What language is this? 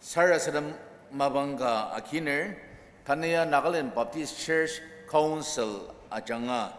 Ao Naga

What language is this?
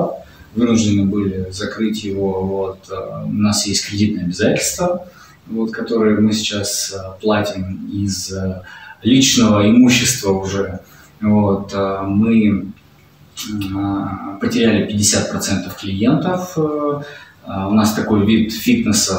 Russian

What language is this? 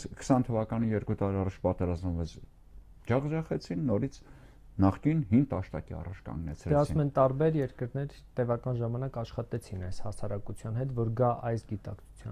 Armenian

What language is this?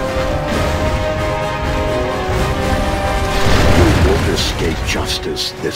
English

